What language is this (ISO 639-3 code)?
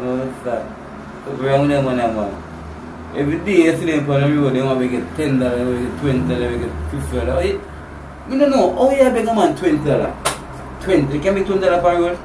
jam